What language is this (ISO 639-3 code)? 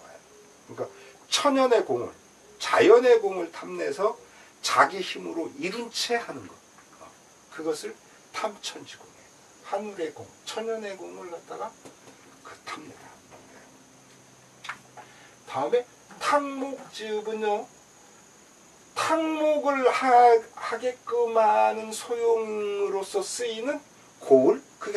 kor